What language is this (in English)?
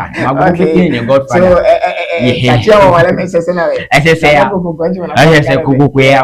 Ewe